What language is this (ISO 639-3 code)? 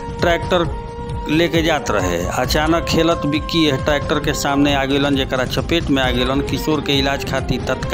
bho